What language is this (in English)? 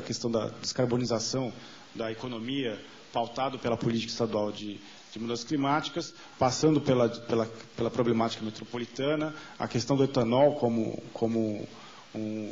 Portuguese